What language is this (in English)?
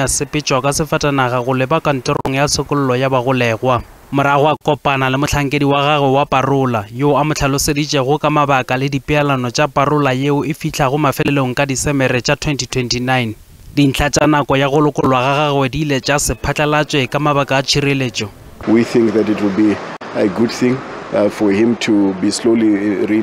Northern Sotho